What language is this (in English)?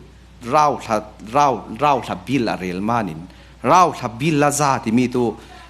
Falam Chin